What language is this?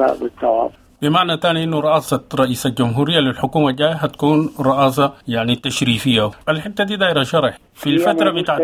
Sudanese Arabic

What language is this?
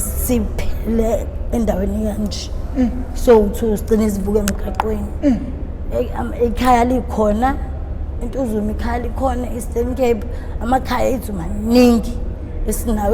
Zulu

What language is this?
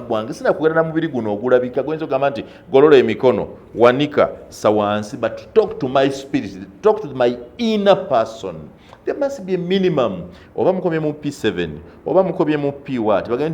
Ganda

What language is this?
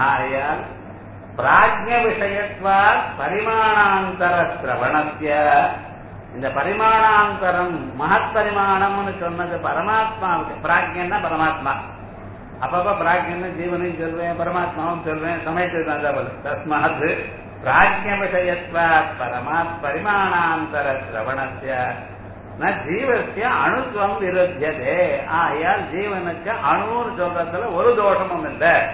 Tamil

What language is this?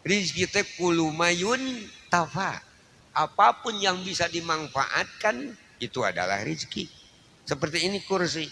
Sundanese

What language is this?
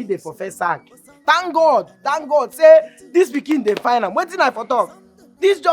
Nigerian Pidgin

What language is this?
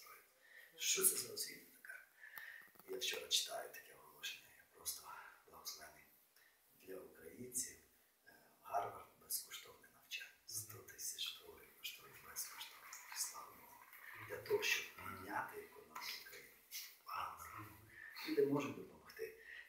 Ukrainian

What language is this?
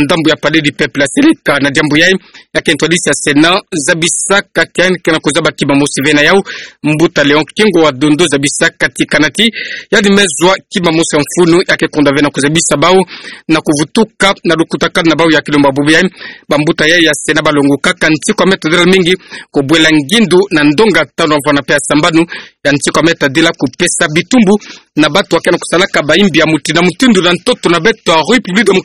Kituba (Democratic Republic of Congo)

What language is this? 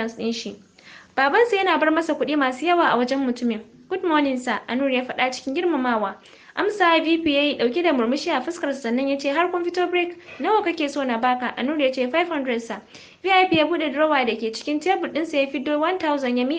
Hausa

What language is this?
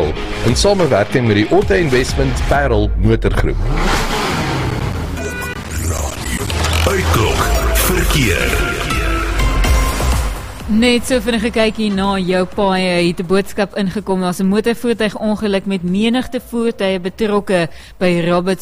Afrikaans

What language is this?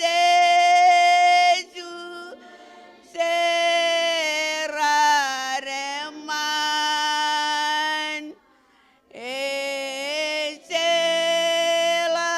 Marshallese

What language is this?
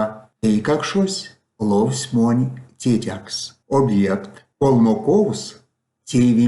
Erzya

